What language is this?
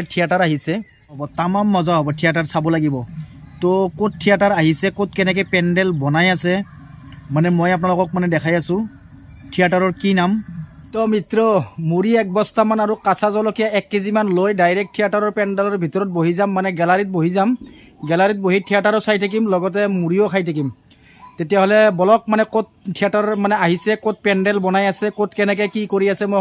Assamese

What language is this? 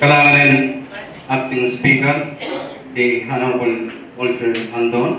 Pohnpeian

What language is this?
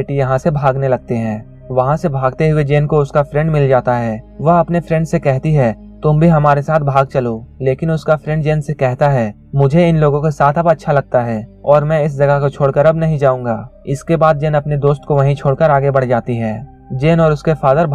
Hindi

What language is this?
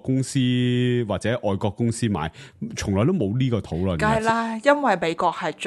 Cantonese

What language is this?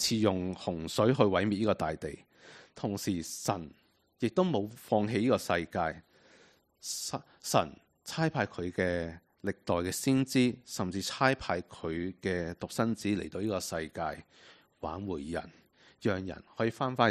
Cantonese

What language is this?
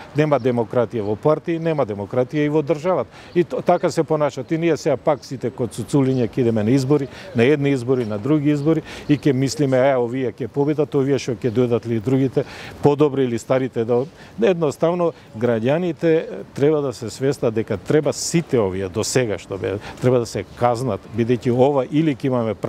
Macedonian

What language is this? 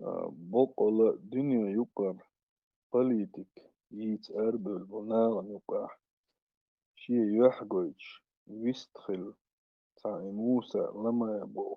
Chechen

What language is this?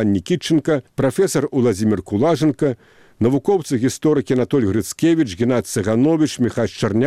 Belarusian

